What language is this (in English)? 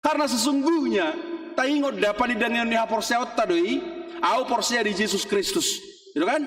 Batak Toba